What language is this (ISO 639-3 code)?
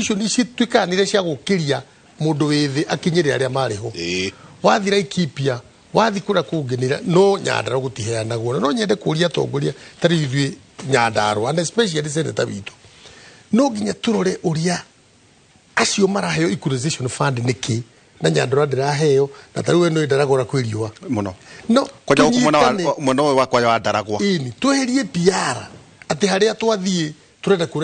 kik